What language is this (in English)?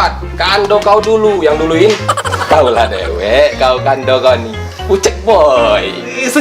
Musi